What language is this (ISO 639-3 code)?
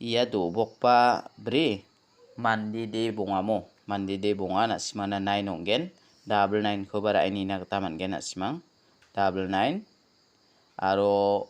grt